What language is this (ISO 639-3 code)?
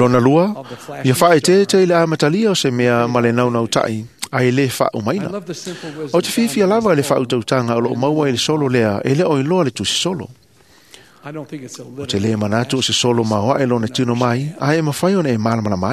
smo